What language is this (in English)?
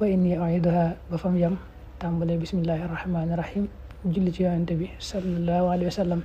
Wolof